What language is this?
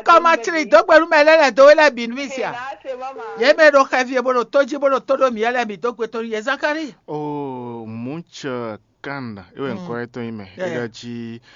Fon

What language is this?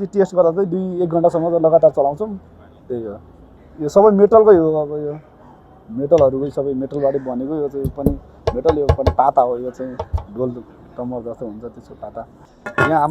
Nepali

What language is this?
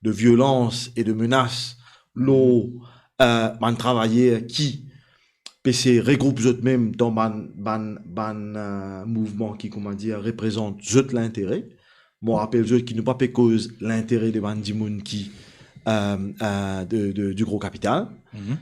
Morisyen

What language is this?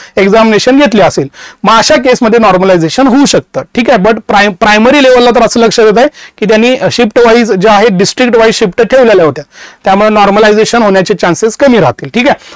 Marathi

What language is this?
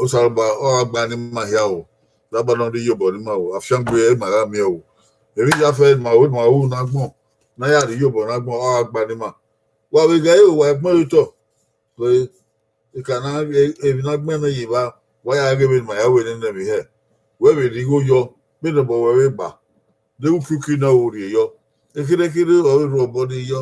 Bini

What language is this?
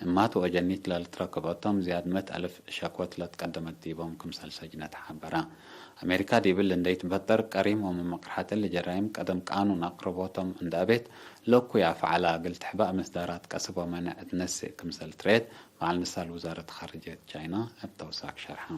Tigre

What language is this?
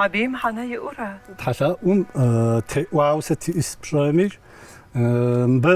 Kabardian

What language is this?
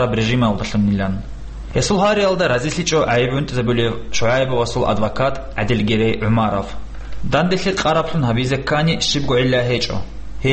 Avaric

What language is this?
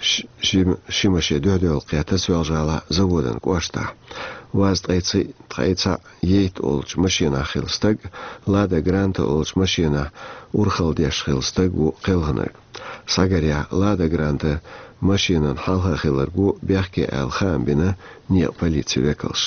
Chechen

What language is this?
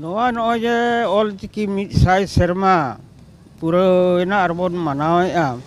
Santali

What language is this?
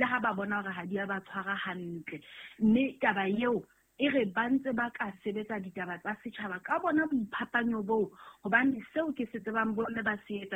Southern Sotho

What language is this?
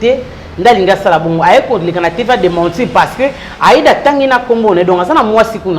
Lingala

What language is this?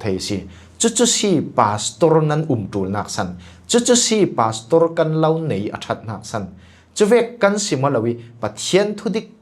Falam Chin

